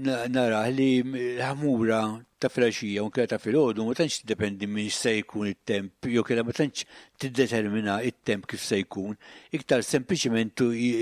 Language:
Maltese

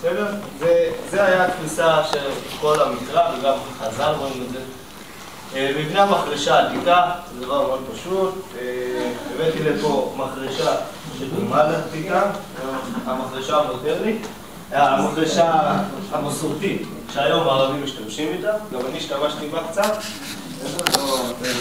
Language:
Hebrew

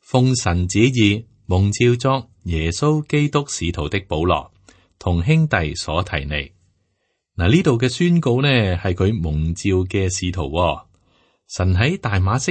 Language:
Cantonese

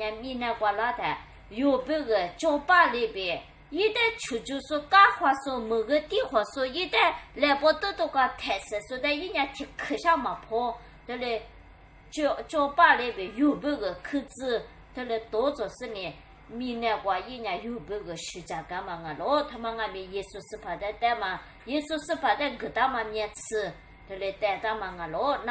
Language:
Lisu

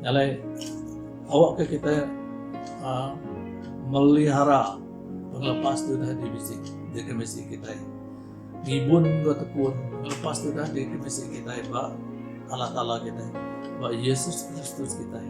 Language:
Iban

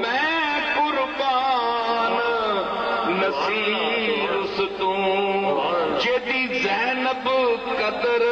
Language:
Saraiki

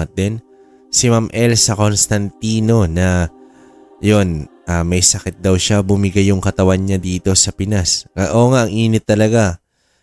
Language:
Filipino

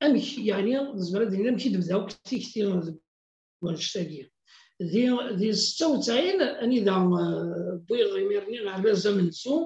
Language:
Kabyle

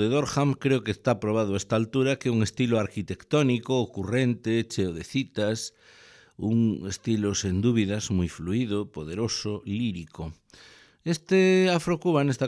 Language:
Galician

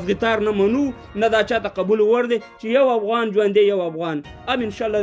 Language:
Pashto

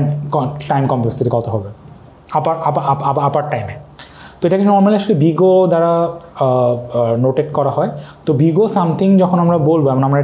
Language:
Bangla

